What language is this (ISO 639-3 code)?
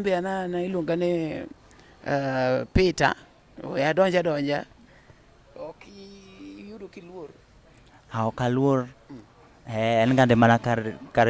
luo